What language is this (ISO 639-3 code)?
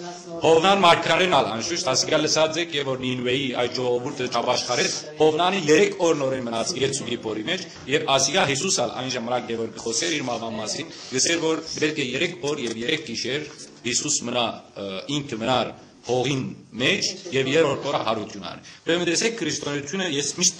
hyw